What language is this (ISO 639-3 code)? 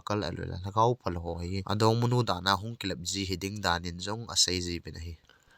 tcz